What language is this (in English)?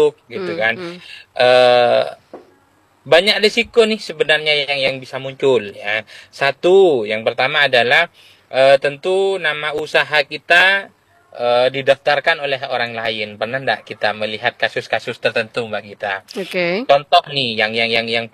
Indonesian